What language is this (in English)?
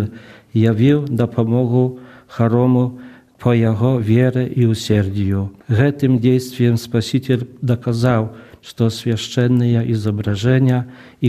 Belarusian